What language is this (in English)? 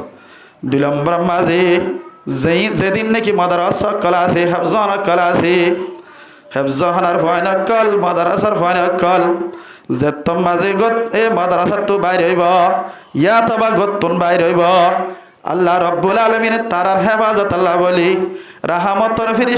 Rohingya